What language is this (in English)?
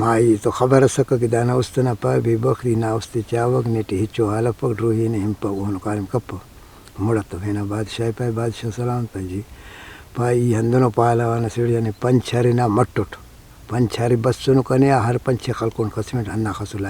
Brahui